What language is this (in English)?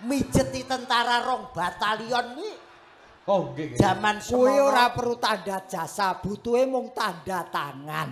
Javanese